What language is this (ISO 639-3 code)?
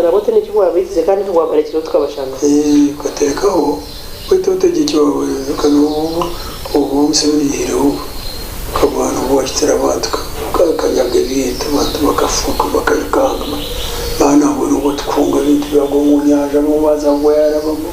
nyn